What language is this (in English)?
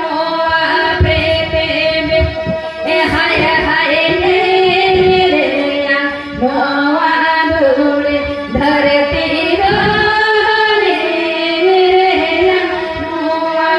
Santali